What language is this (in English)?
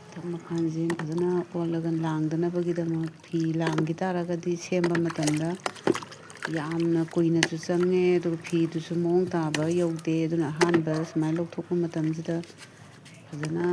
Manipuri